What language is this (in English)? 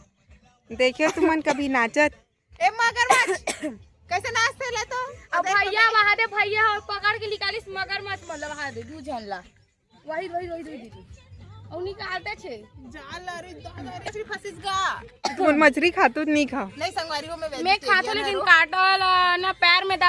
Chhattisgarhi